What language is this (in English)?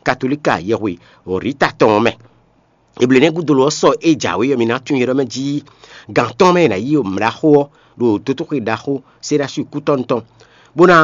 Fon